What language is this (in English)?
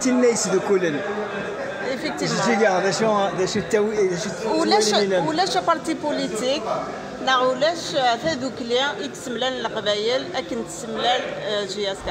Kabyle